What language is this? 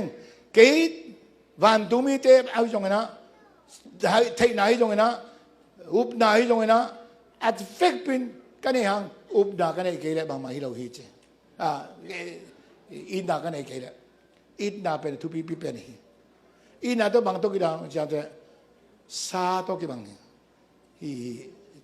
Tedim Chin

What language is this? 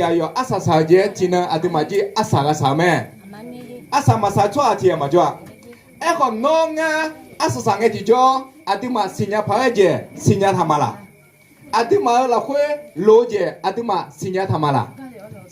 Akha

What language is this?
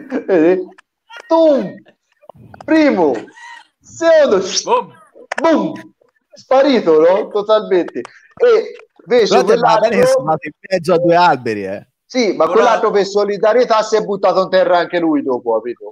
Italian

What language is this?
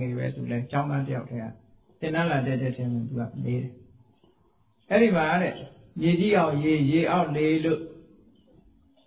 Burmese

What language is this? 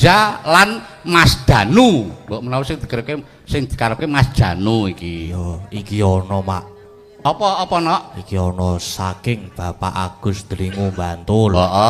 Javanese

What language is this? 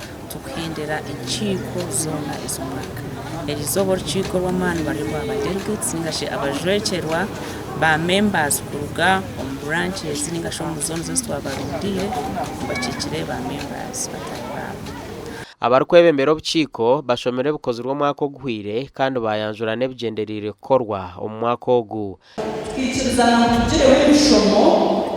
Nyankole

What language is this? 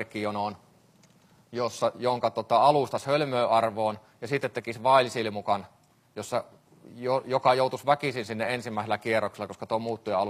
Finnish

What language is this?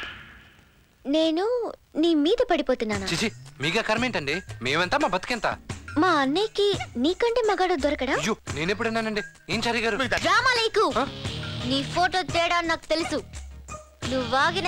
Telugu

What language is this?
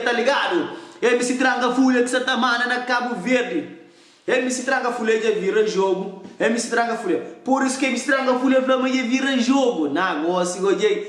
Kabuverdianu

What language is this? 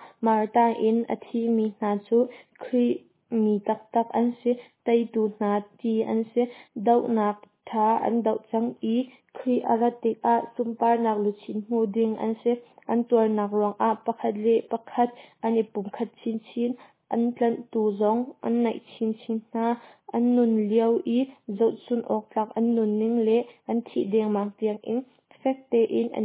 Hakha Chin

